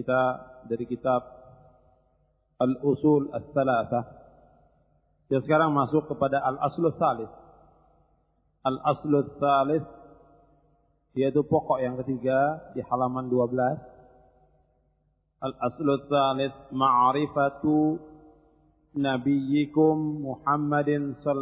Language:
Indonesian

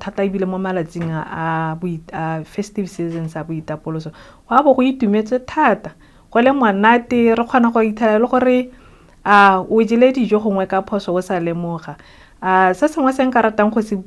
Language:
Tswana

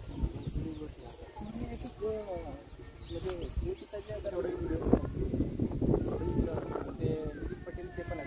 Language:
Marathi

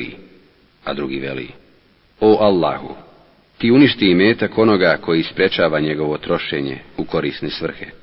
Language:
Bosnian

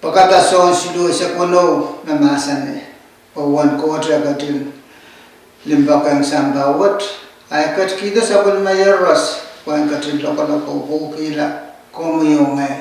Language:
Pohnpeian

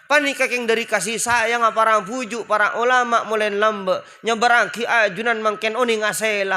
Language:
Madurese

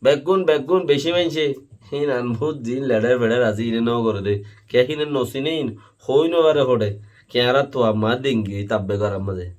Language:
Rohingya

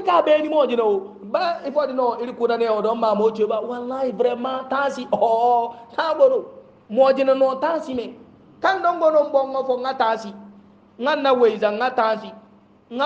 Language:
Hausa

